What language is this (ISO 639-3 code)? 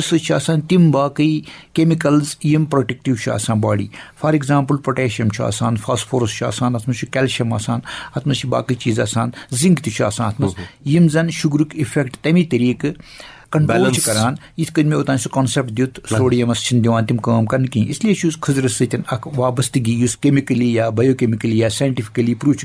kas